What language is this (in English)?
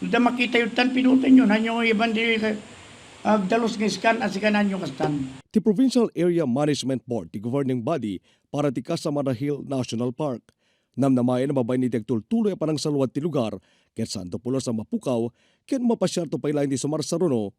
Iloko